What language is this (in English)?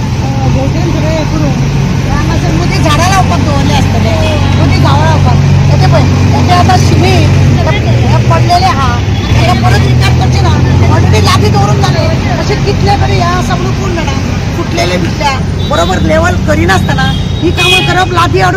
Konkani